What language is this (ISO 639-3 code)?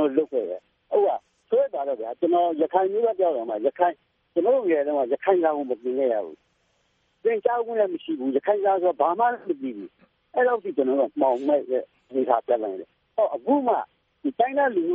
mya